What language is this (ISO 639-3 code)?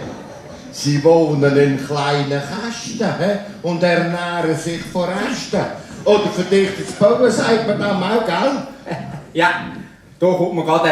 gsw